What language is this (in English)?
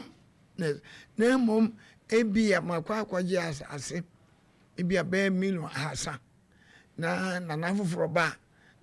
Akan